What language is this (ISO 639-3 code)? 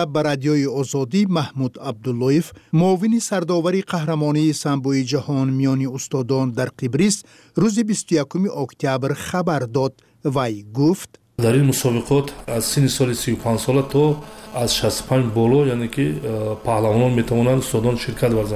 tgk